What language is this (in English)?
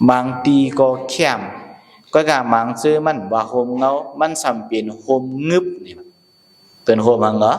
Shan